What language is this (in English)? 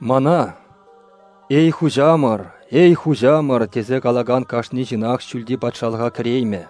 Chuvash